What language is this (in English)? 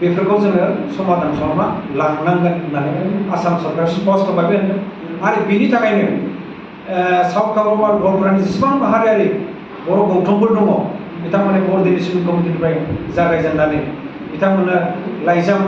Bodo